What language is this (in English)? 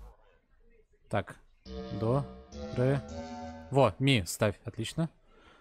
Russian